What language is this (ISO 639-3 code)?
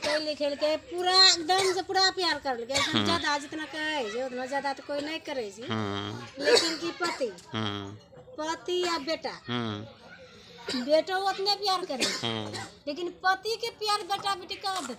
anp